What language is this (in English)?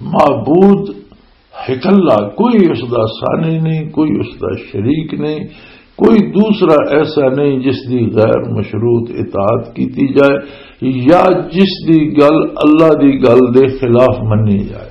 Western Panjabi